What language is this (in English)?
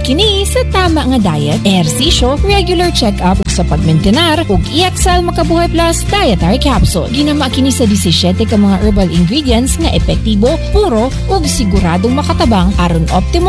Cebuano